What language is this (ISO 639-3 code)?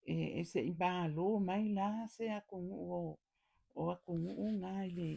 smo